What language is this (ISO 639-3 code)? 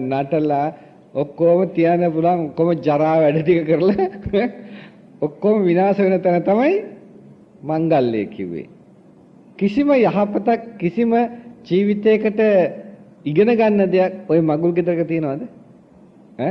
sin